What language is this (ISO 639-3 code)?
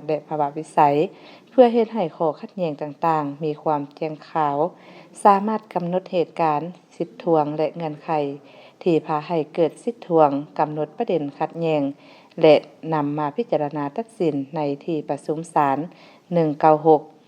lao